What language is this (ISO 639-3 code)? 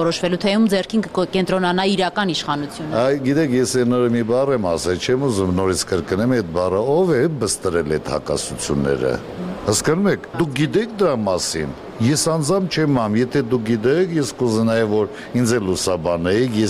hye